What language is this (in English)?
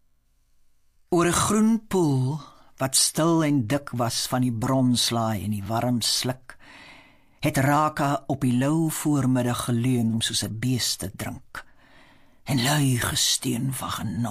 Afrikaans